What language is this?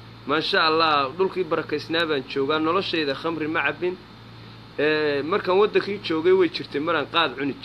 Somali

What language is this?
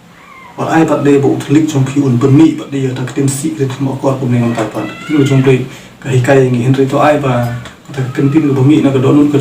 Khasi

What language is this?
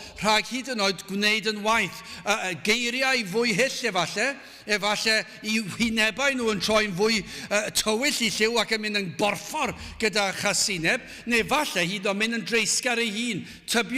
Welsh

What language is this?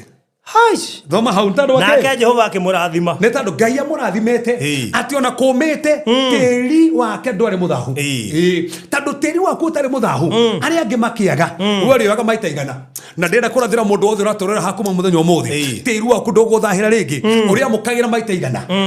Kikuyu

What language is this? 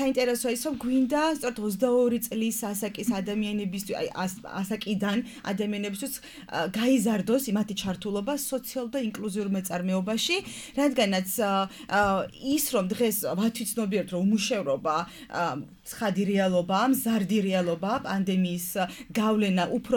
Georgian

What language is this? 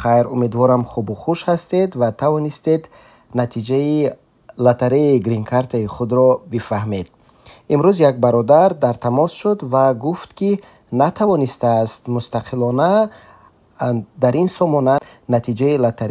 Tajik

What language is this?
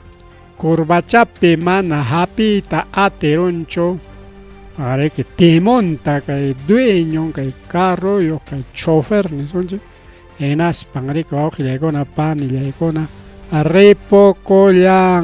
Ayacucho Quechua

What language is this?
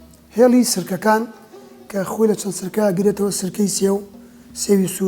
Central Kurdish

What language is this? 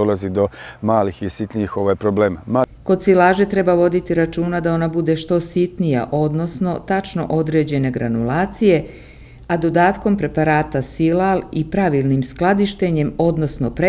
Serbian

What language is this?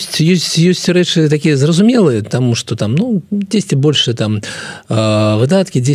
Belarusian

